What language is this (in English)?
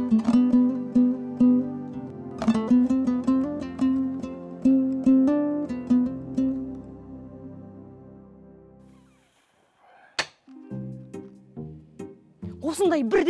Kazakh